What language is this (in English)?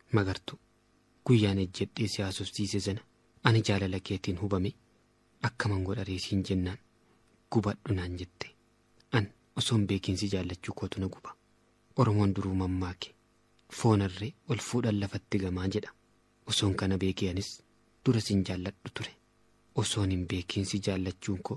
Oromo